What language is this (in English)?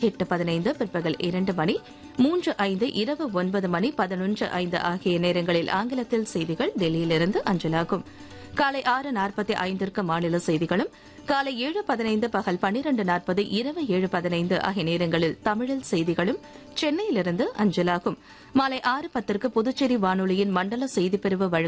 Tamil